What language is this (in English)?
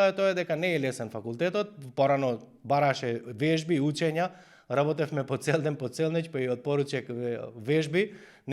Macedonian